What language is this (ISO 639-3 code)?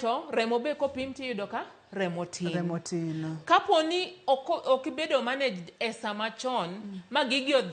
luo